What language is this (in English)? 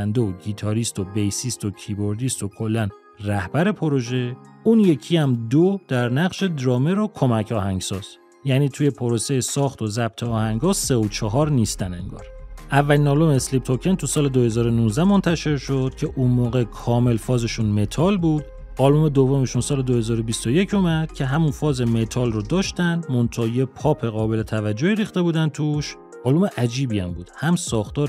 Persian